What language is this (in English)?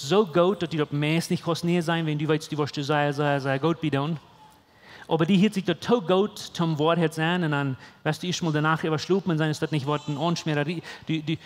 Plautdietsch